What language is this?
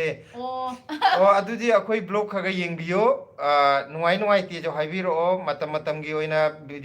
Manipuri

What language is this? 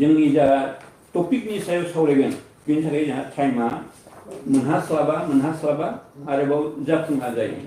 Bodo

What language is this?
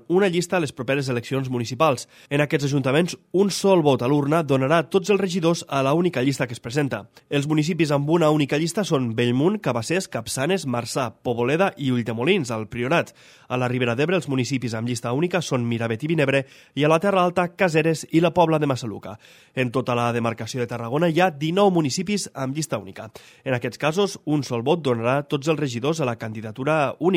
Catalan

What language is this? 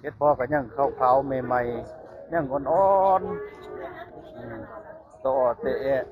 Northeastern Thai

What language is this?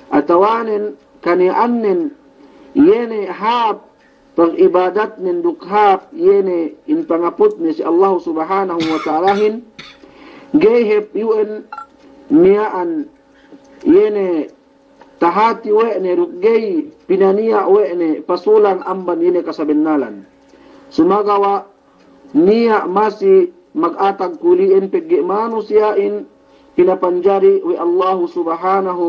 Yakan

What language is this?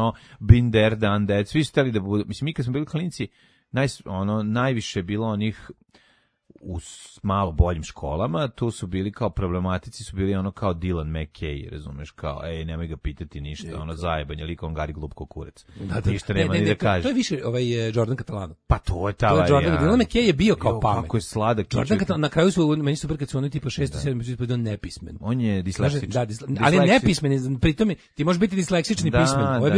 Serbian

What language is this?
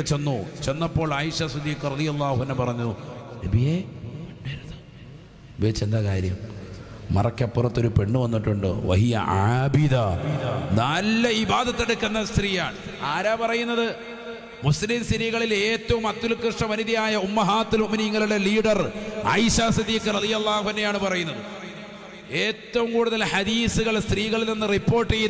Malayalam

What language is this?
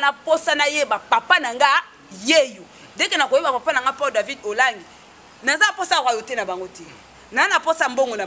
Lingala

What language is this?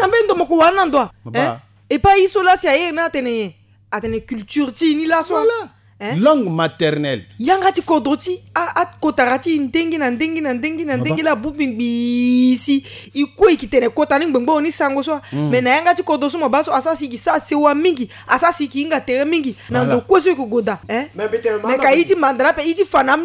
Sango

